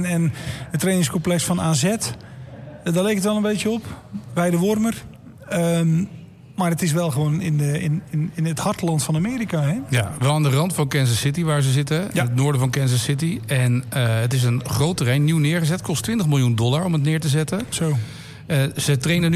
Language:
Dutch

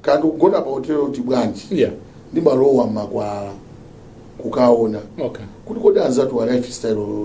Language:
Nyanja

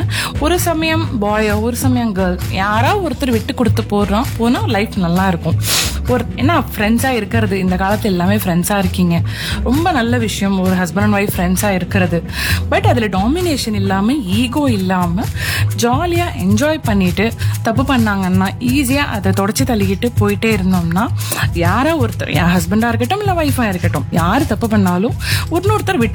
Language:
Tamil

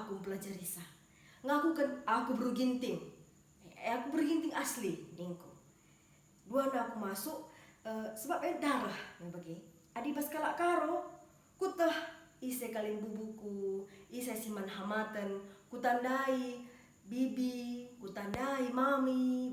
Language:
Batak Karo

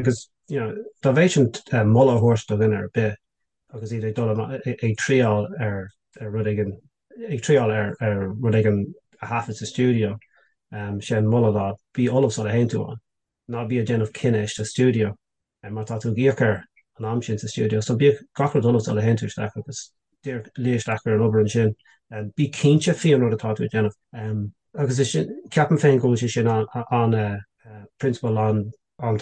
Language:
Irish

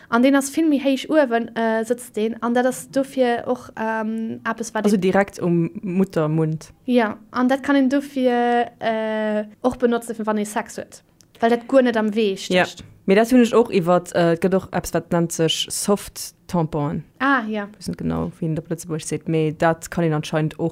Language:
Luxembourgish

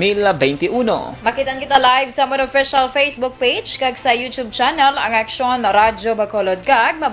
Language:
Hiligaynon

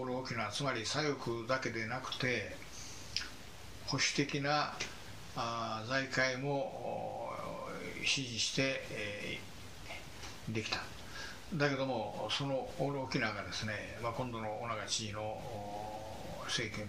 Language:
Japanese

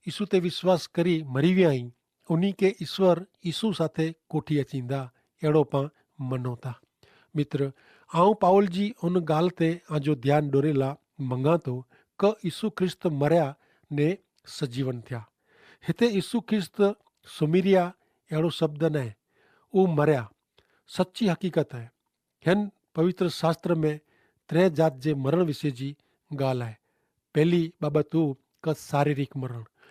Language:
Kachhi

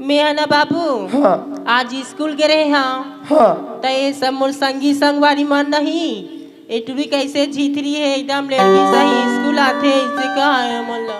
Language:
Chhattisgarhi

